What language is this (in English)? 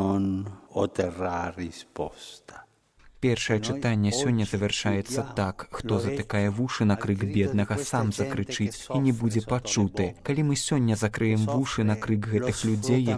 Belarusian